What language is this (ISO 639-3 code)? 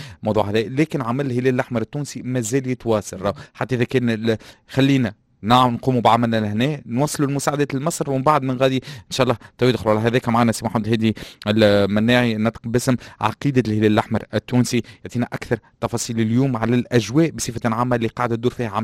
aeb